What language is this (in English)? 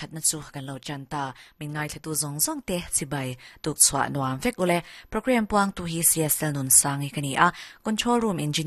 Mizo